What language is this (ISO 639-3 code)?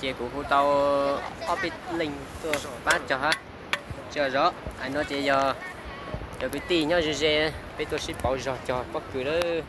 hmn